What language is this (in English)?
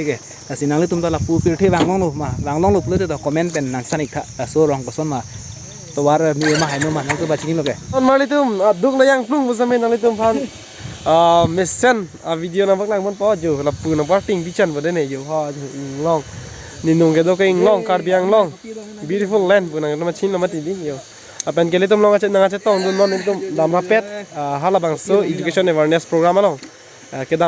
Karbi